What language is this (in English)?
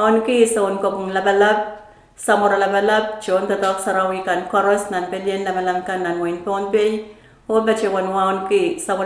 Pohnpeian